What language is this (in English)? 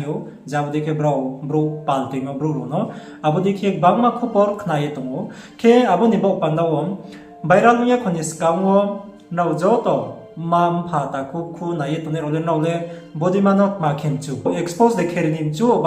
Riang (India)